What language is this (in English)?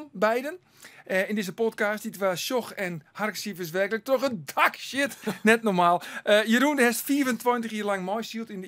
Western Frisian